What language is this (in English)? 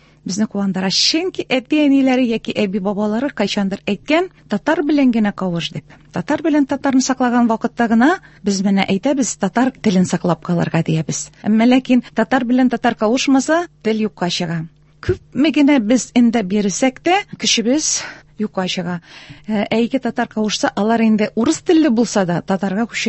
Tatar